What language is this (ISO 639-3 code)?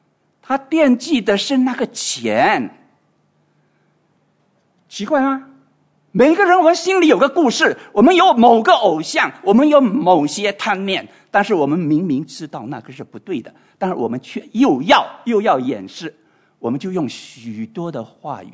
zho